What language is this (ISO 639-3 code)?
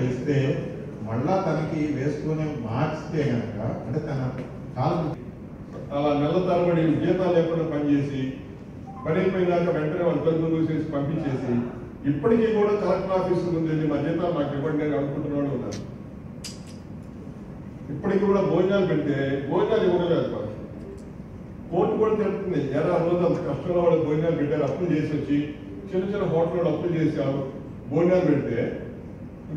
tel